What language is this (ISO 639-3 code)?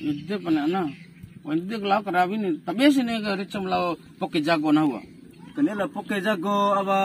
bhp